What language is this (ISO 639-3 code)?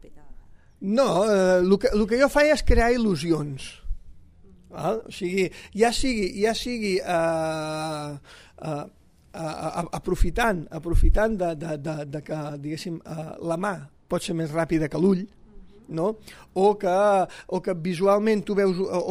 cat